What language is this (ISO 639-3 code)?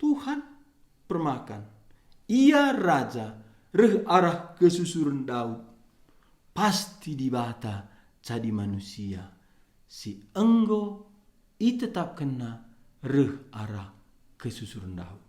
btx